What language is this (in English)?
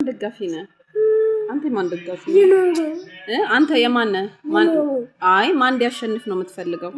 Amharic